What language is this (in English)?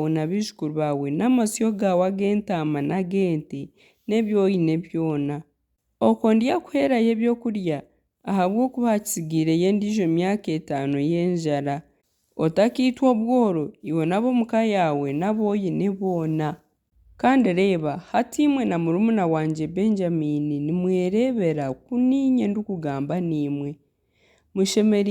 Nyankole